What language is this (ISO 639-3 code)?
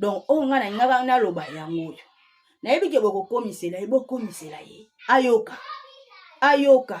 lin